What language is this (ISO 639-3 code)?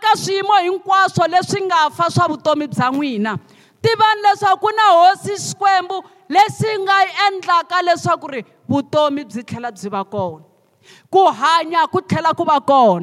tso